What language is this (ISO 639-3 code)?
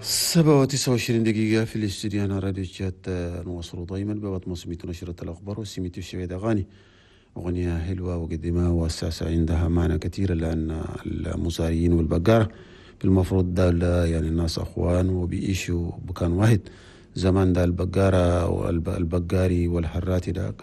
shu